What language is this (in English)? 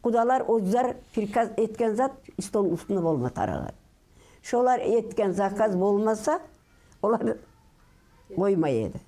Kumyk